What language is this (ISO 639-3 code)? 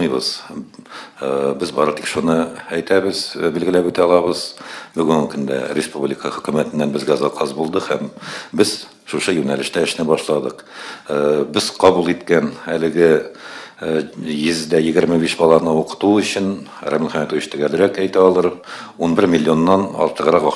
tat